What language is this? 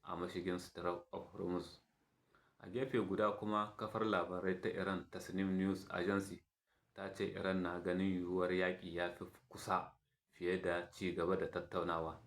Hausa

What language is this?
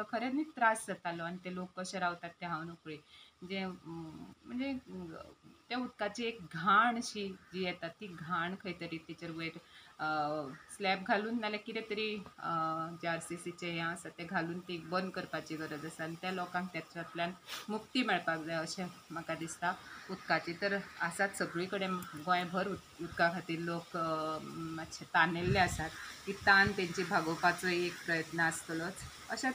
Konkani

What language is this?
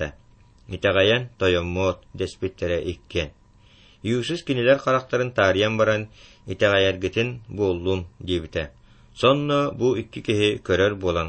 Yakut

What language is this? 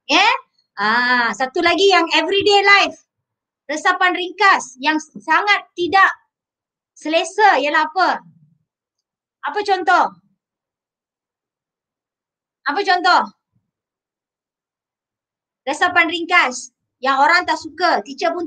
Malay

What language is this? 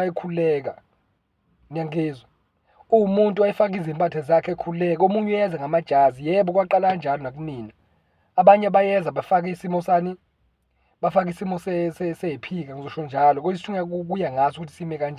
Zulu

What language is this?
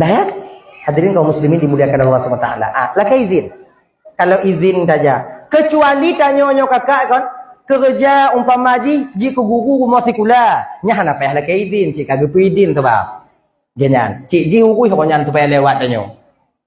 Achinese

